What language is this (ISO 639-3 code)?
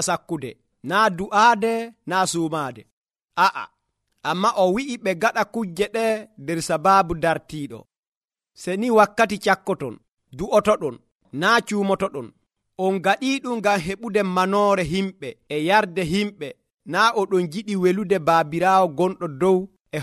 fuv